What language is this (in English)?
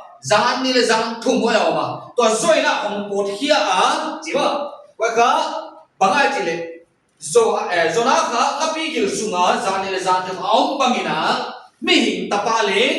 Paite Chin